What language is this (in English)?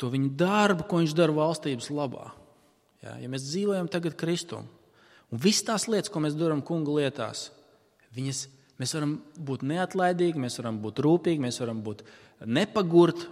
Latvian